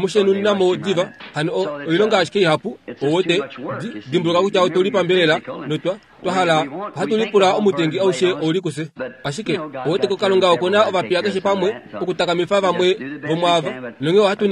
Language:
Kuanyama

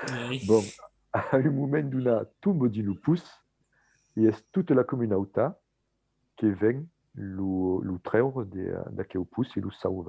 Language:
Occitan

